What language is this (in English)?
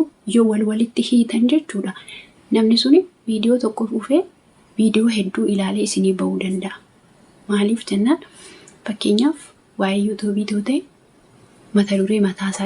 Oromo